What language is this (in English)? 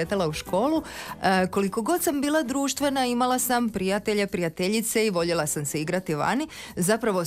Croatian